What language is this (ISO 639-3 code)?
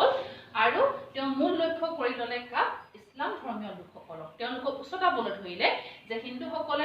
asm